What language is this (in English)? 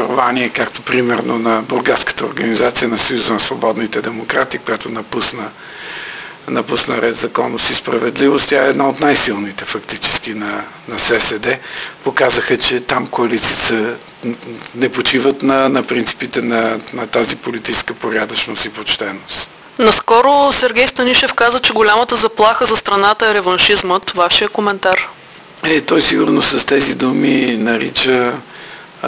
Bulgarian